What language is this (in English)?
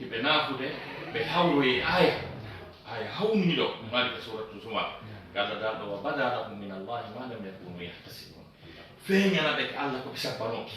Fula